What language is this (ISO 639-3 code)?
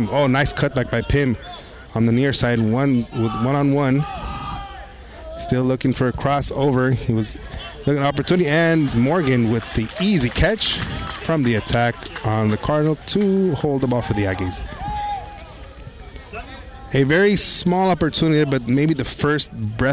eng